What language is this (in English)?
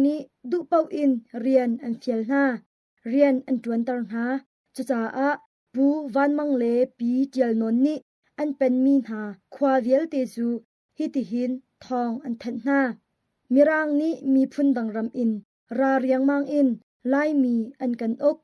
Hakha Chin